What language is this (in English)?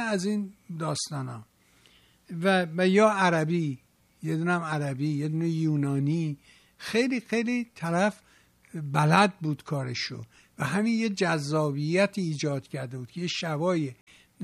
Persian